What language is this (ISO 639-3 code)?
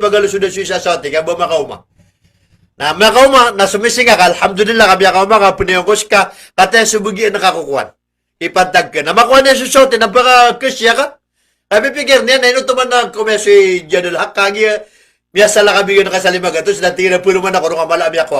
mrw